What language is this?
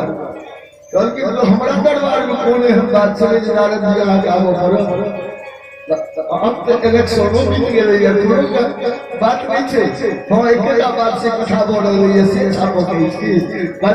Maithili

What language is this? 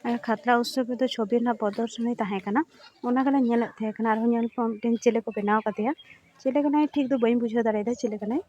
Santali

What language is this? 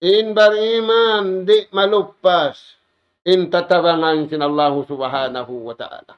Tausug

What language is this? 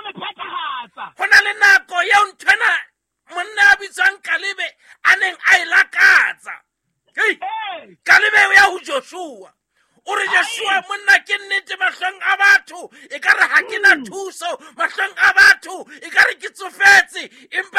Southern Sotho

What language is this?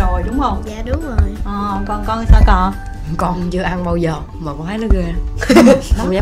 Vietnamese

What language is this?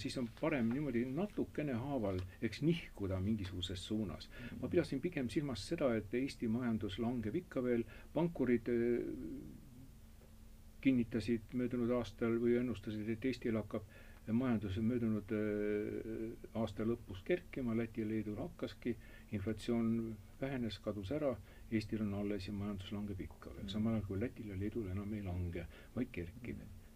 Estonian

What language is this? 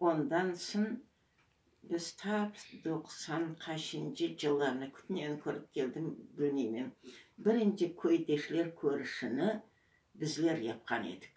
Crimean Tatar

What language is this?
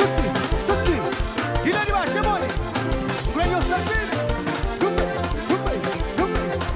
Kabuverdianu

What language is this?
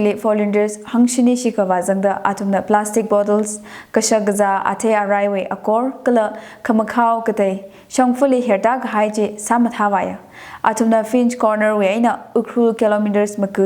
Tangkhul Naga (India)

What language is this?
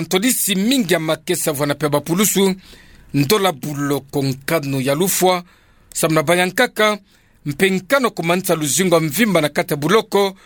Kituba (Democratic Republic of Congo)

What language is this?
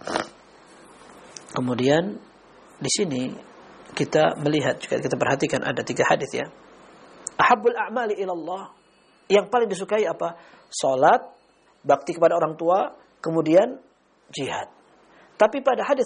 Indonesian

